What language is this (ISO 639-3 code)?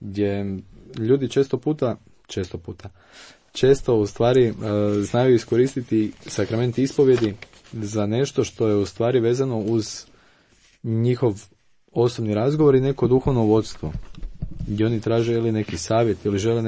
hrv